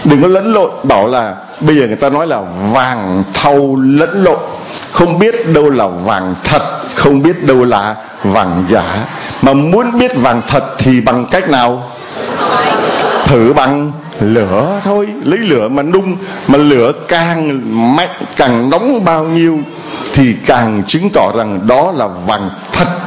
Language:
Vietnamese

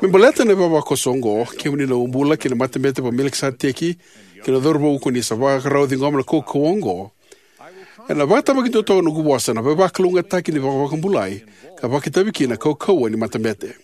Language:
Fijian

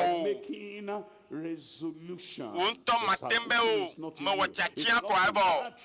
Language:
Ewe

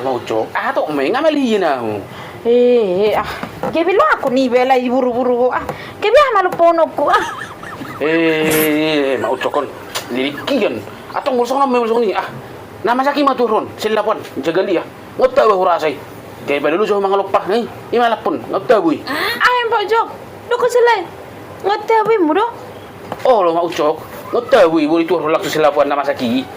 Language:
Batak Toba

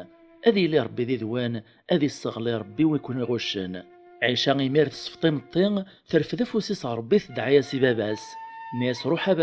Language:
Kabyle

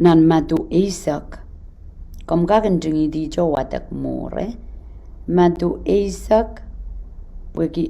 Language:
Pohnpeian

